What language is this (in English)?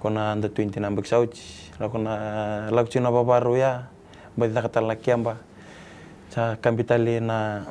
Fijian